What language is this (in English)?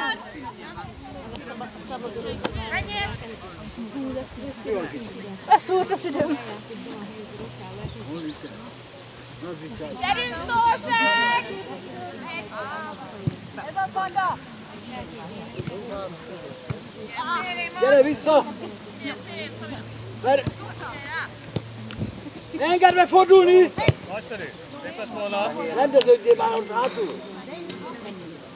Hungarian